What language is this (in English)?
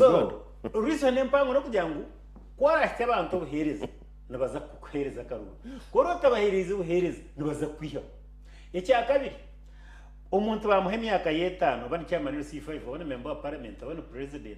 Nyankole